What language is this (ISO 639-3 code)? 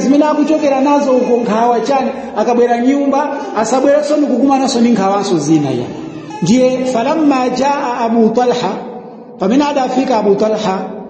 nya